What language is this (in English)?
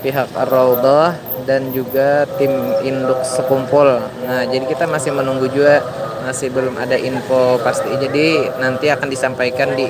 Banjar